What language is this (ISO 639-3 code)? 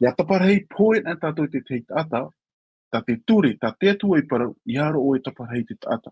tah